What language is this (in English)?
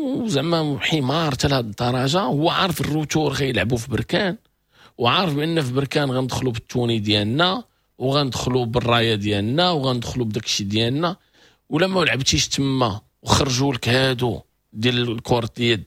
Moroccan Arabic